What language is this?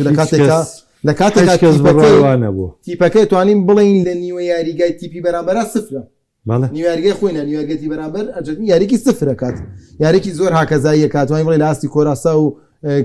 Central Kurdish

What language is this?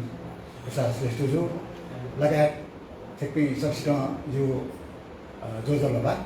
Newari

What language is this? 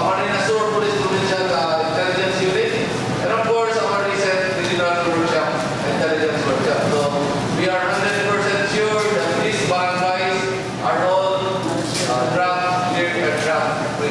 Bikol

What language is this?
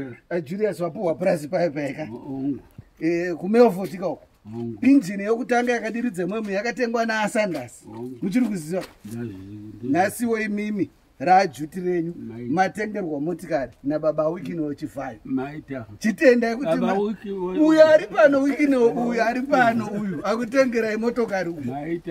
Shona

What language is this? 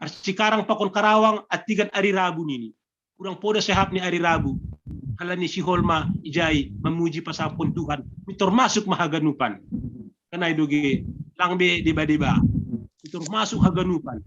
Batak Simalungun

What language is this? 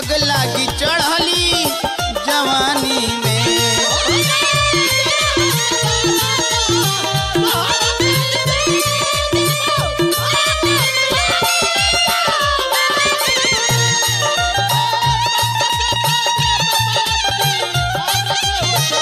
Bhojpuri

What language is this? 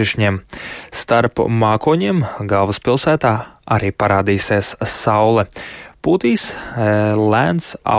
Latvian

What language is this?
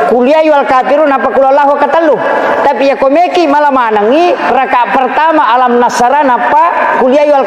Buginese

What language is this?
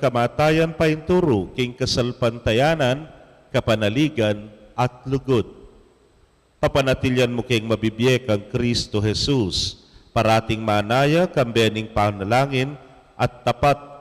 Pampanga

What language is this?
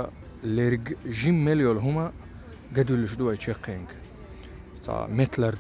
Chechen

